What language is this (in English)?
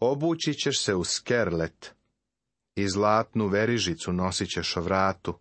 Serbian